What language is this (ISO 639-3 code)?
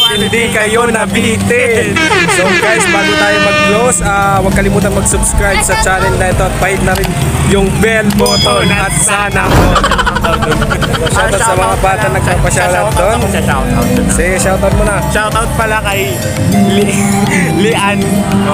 fil